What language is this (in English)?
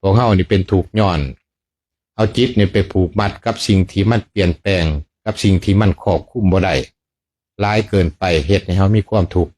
Lao